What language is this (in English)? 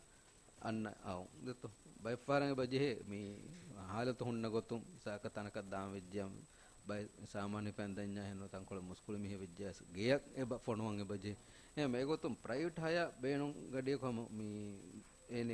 Divehi